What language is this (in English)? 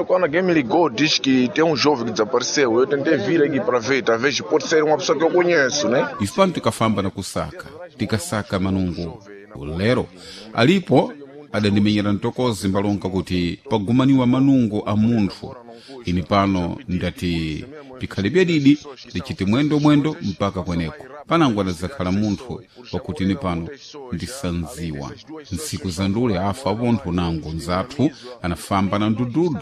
Sena